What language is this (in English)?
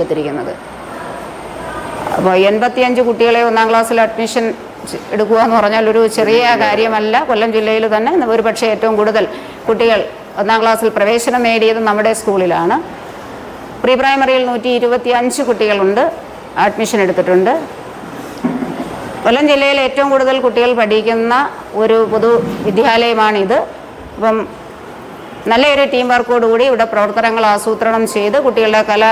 Malayalam